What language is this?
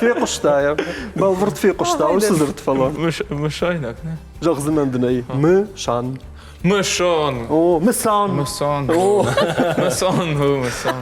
Ossetic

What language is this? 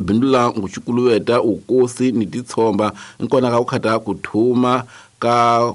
Tsonga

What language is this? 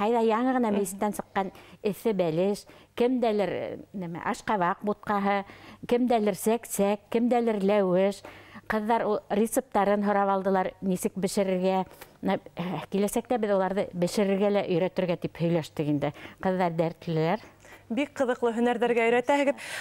Bashkir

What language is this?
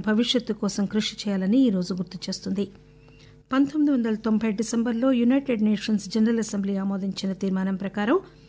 Telugu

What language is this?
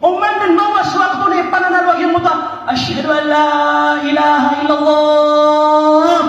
Maranao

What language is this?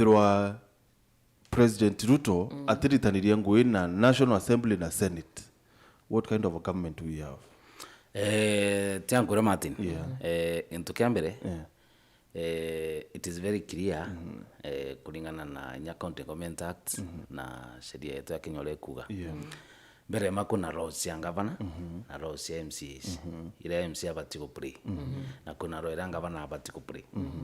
Meru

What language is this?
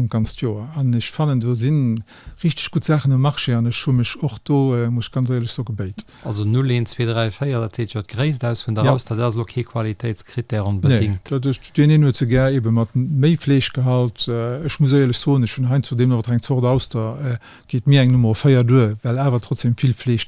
Luxembourgish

